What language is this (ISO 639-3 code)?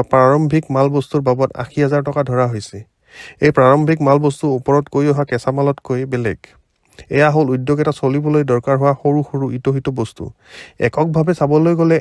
asm